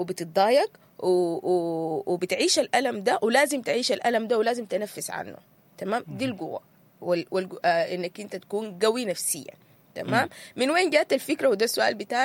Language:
Sudanese Arabic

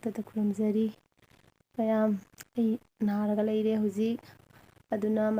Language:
Manipuri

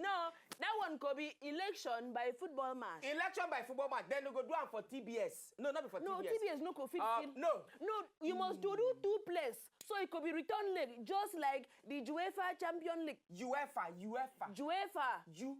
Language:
Nigerian Pidgin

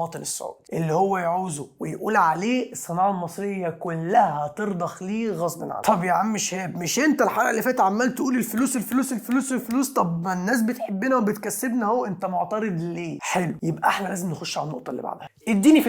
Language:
Egyptian Arabic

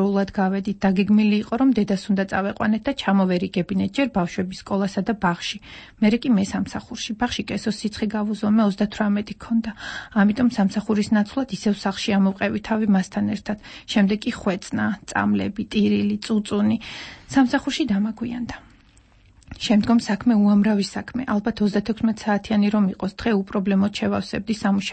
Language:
Georgian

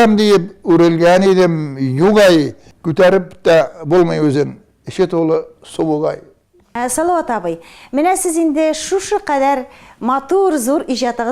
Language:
Tatar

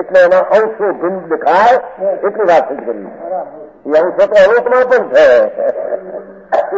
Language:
Gujarati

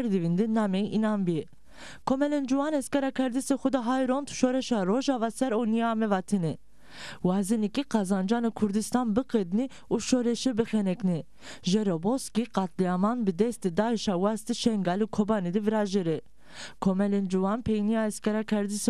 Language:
Zaza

